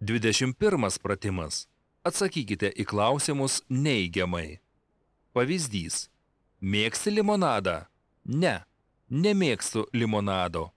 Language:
Lithuanian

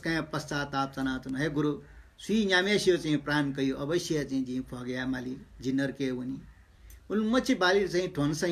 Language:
Newari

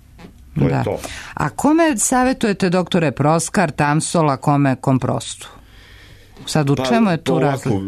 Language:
Serbian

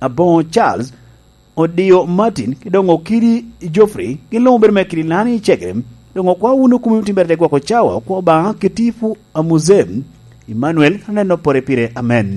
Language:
Lango (Uganda)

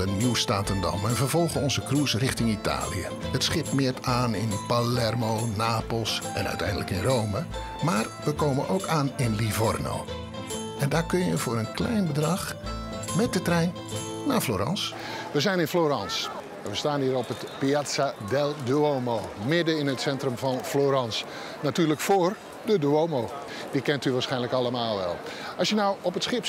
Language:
Dutch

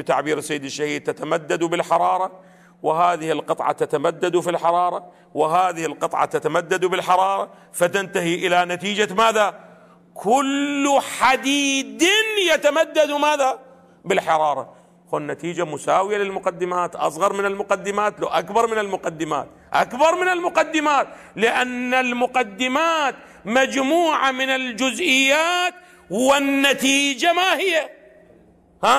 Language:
Arabic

